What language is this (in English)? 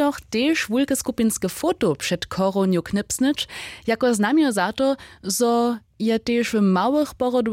Upper Sorbian